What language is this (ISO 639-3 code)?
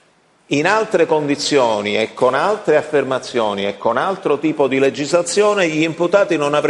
ita